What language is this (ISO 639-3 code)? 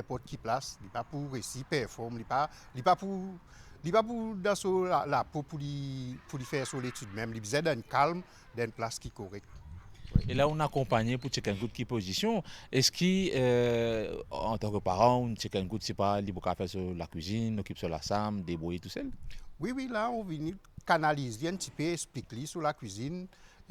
mfe